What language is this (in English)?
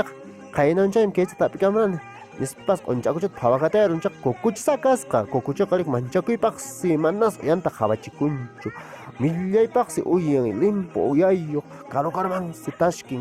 Quechua